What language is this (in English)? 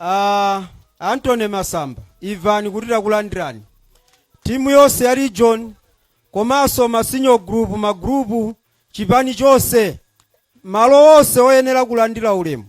Nyanja